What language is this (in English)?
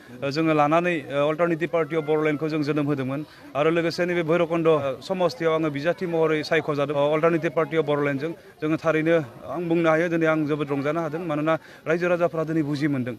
Bodo